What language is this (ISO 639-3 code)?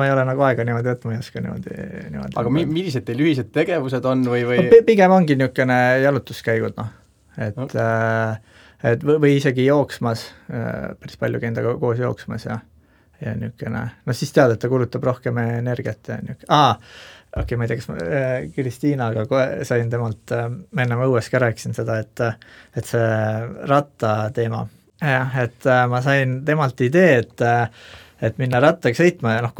est